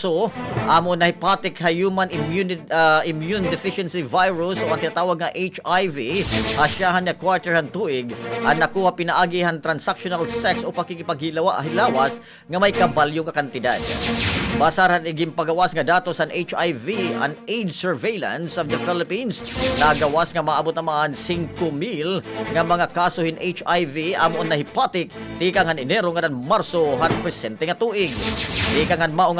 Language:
Waray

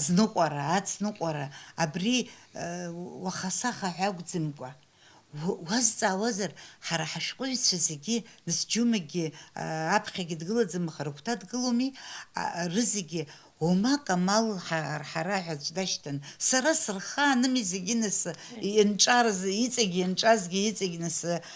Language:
Abkhazian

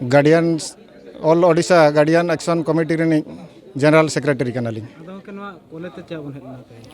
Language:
Santali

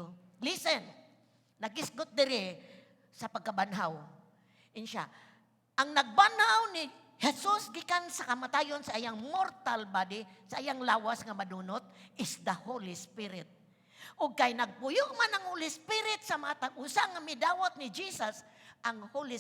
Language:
Cebuano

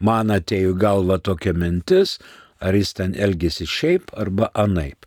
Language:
Lithuanian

